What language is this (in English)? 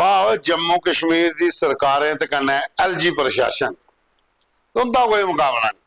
Dogri